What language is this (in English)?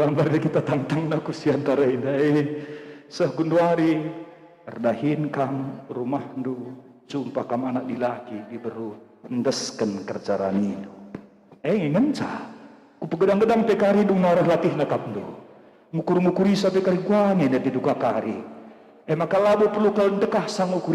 Batak Karo